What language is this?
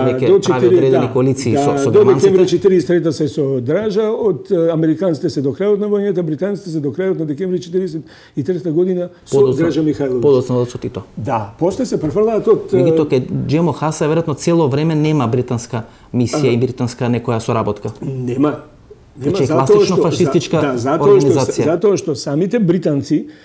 Macedonian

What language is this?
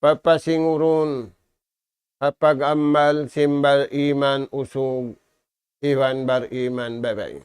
Tausug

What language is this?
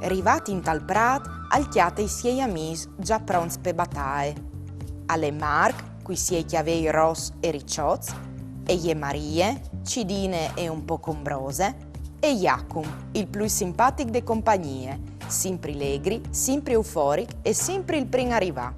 Friulian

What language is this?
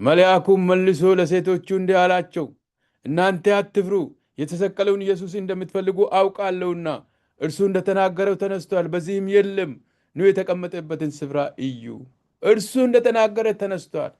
Amharic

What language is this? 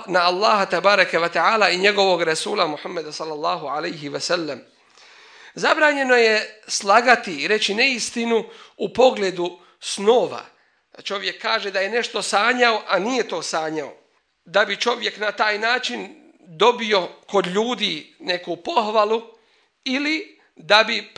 Bosnian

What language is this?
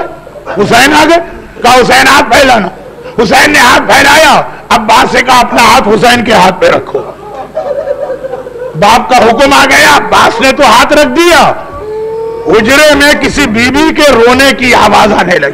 Urdu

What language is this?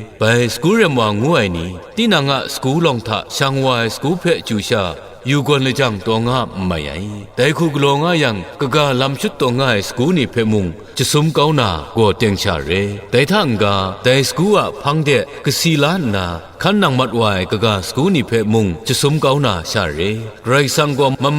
Kachin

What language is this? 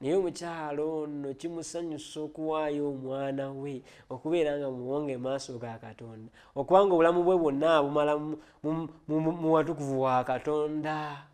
Ganda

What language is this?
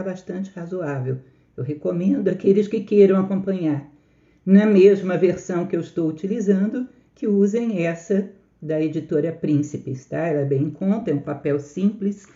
Portuguese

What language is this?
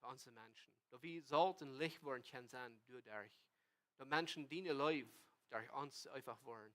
Plautdietsch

